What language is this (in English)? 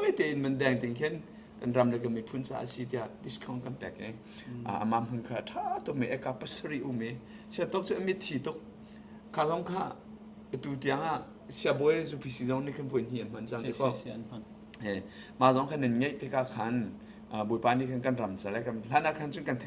Hakha Chin